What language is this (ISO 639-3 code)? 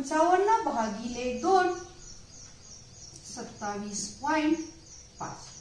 mar